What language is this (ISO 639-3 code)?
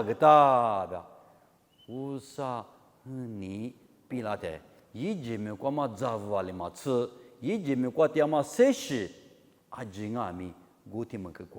lis